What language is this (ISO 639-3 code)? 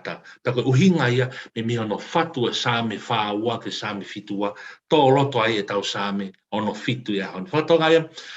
ton